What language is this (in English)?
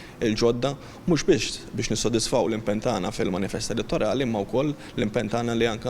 Maltese